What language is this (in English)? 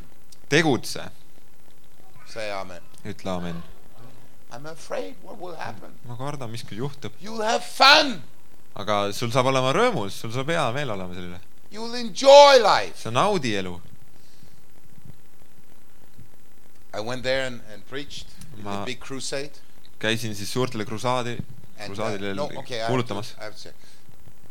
Estonian